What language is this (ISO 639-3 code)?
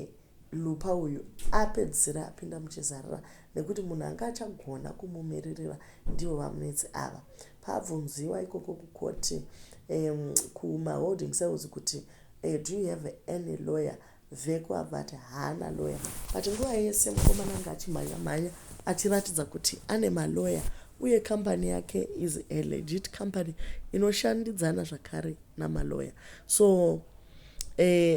sna